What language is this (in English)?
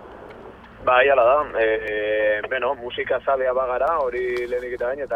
Basque